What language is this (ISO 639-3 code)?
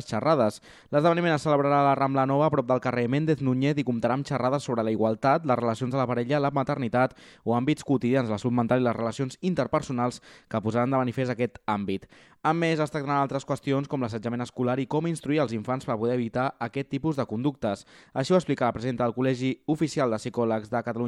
cat